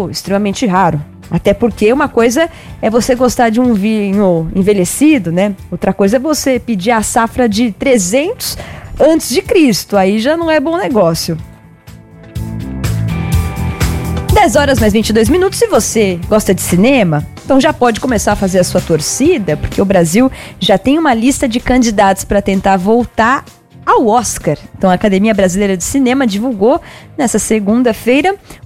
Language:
Portuguese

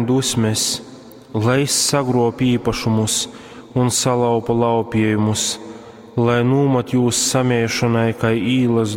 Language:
Latgalian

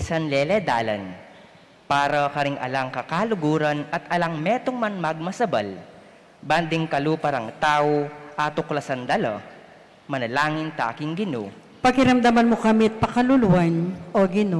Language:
Pampanga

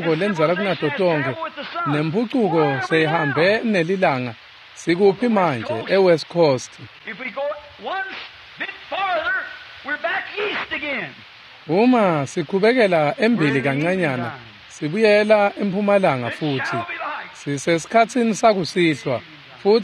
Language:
Swati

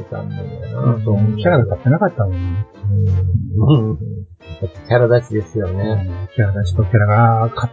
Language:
Japanese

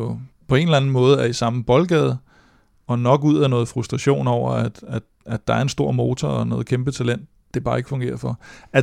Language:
Danish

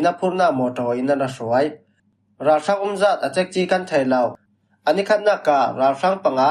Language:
Falam Chin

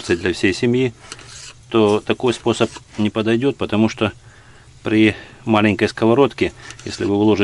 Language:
Russian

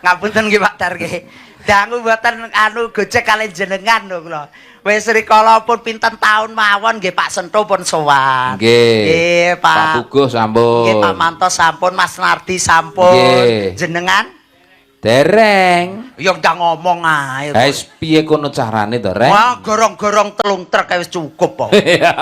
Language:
Javanese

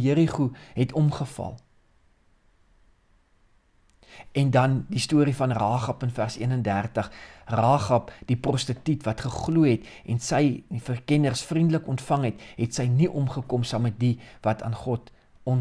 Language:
Afrikaans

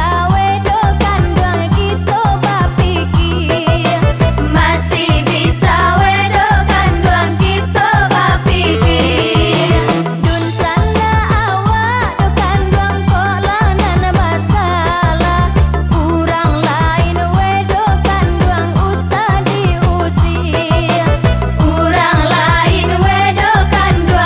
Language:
Minangkabau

